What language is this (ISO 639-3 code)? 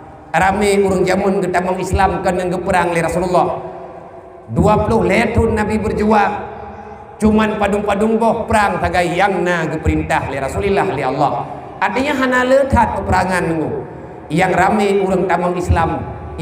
ace